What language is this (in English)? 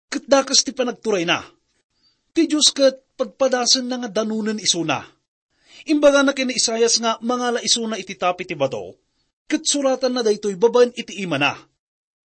Iloko